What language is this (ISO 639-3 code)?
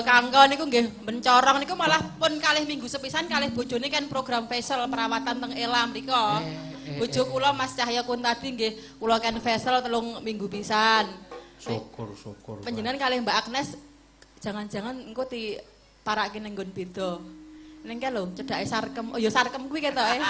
jav